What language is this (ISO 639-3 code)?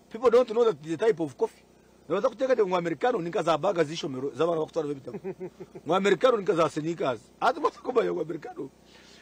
nyn